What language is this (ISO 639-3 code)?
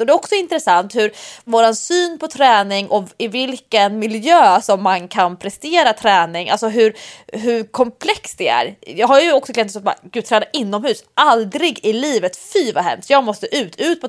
swe